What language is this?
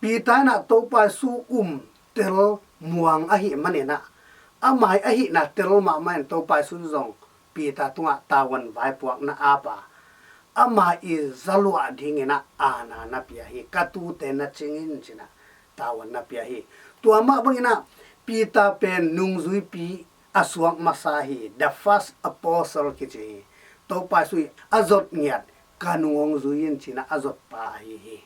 Tedim Chin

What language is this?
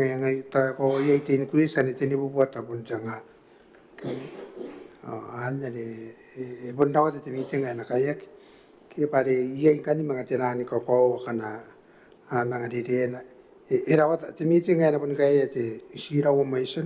Gilbertese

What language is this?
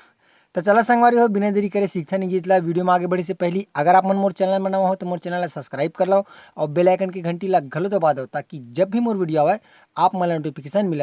Chhattisgarhi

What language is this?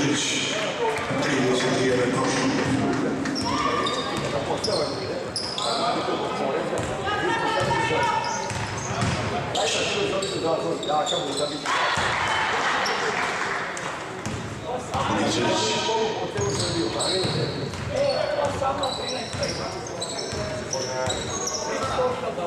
Serbian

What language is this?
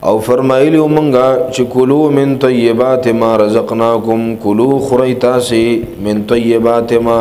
Pashto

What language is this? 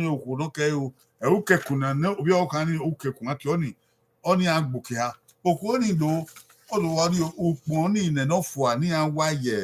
Bini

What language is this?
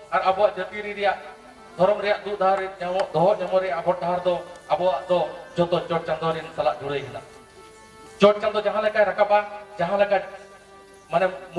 Santali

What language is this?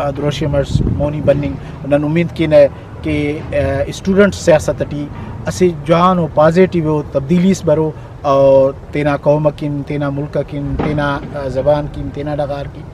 Brahui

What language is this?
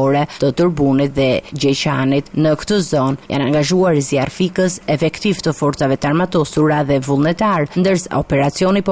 Albanian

